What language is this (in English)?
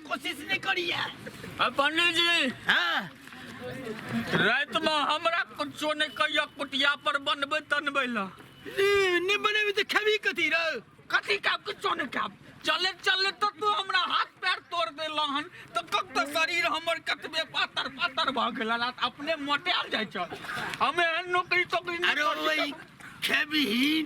Maithili